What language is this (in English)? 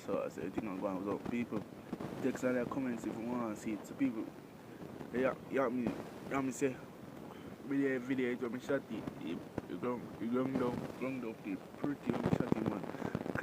Jamaican Creole English